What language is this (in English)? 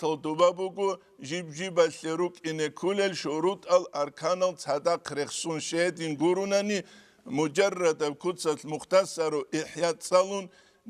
Avaric